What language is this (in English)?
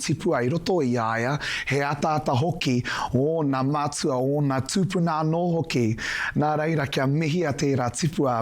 Māori